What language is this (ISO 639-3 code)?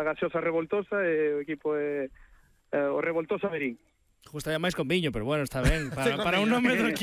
glg